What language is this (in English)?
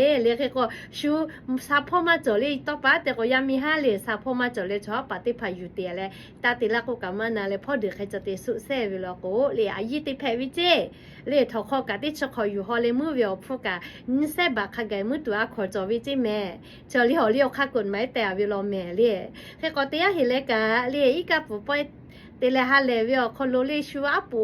Lahu